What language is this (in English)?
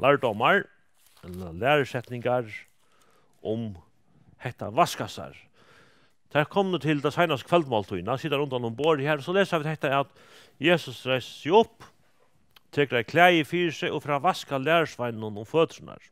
Faroese